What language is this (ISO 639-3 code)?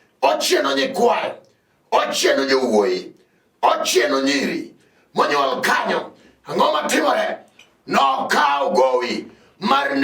luo